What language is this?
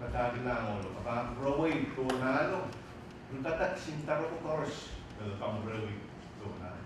Pohnpeian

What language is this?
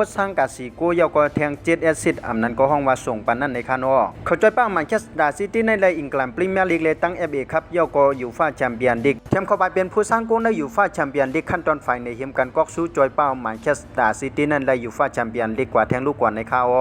Shan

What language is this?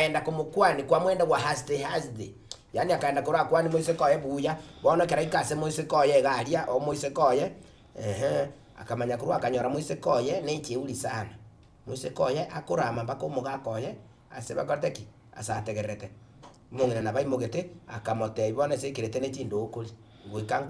Gusii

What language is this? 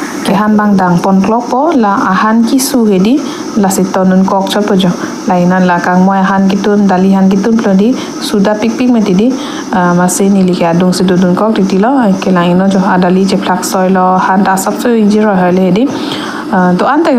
Karbi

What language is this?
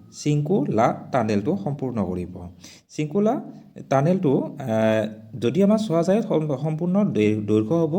Assamese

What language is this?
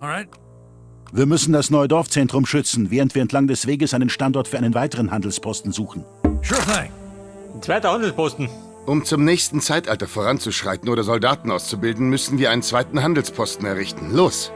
Bavarian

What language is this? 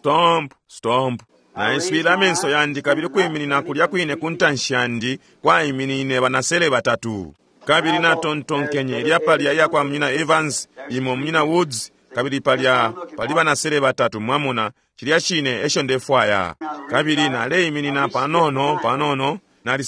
Bemba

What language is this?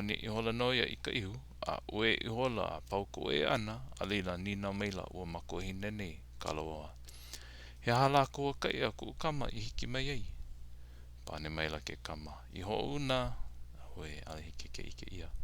Hawaiian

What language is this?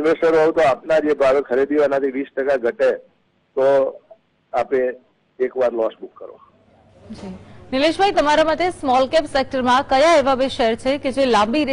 Gujarati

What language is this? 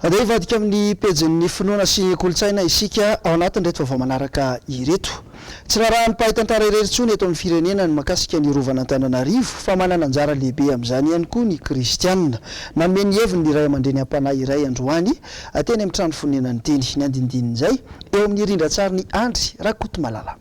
Malagasy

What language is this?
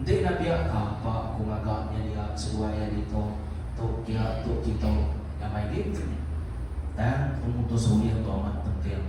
Iban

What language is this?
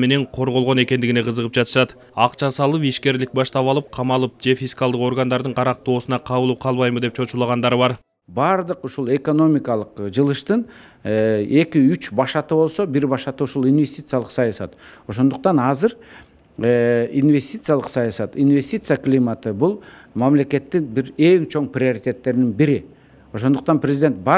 Kyrgyz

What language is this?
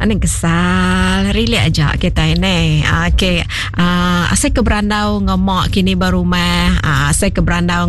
Iban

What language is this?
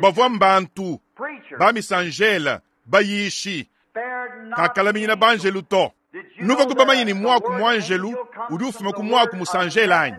Luba-Lulua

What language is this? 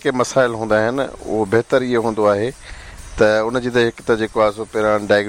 Sindhi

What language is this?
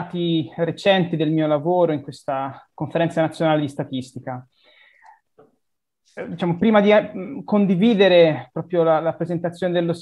Italian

